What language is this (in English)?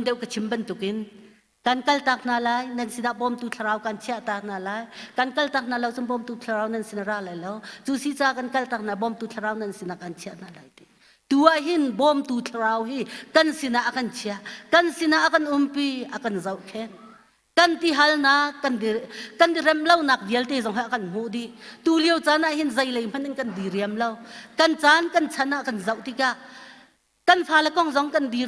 Hakha Chin